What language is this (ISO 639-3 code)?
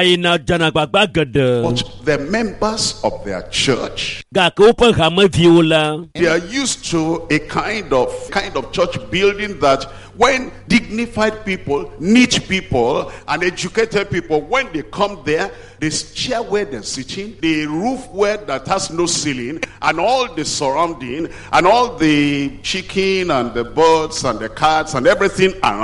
ewe